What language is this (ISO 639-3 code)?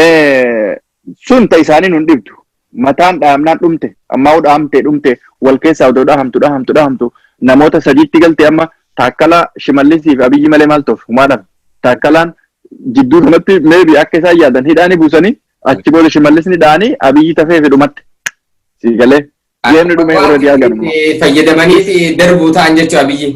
orm